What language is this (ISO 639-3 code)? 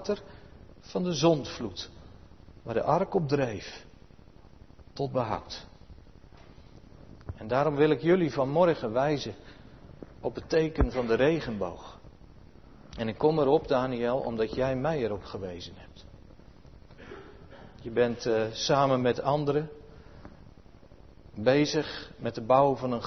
nld